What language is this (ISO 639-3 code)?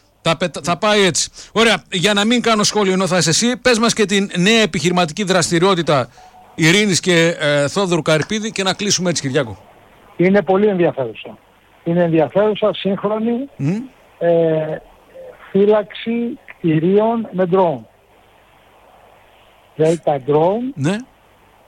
ell